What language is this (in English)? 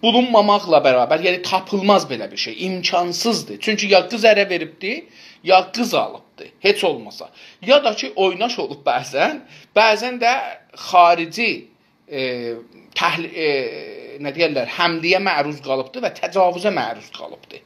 South Azerbaijani